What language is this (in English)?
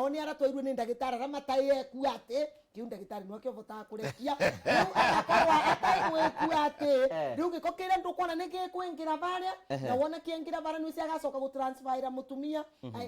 Kikuyu